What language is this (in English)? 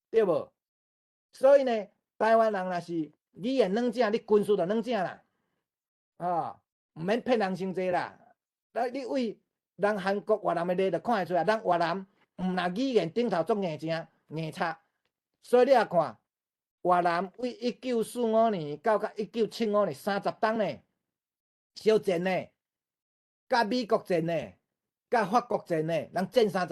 Min Nan Chinese